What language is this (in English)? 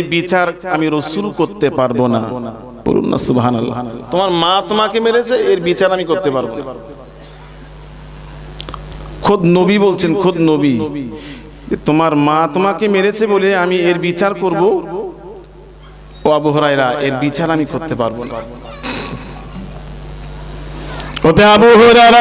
Bangla